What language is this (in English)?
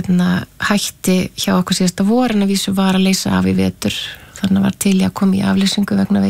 Icelandic